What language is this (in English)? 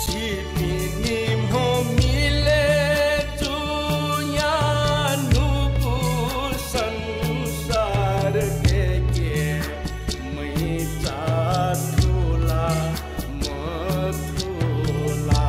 Newari